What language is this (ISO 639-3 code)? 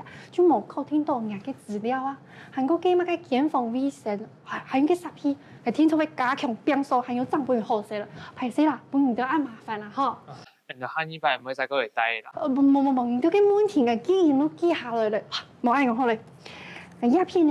hak